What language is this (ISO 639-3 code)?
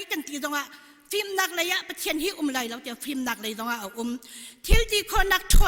cnh